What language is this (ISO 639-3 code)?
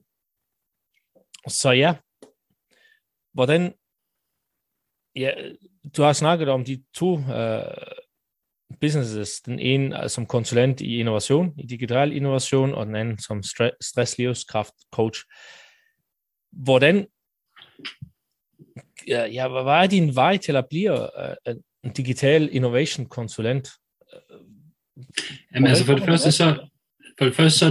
dan